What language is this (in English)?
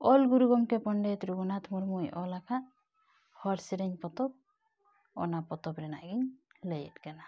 Santali